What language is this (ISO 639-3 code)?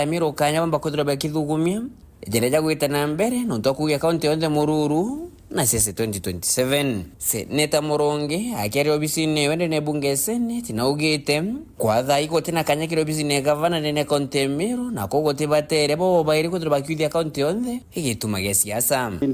mer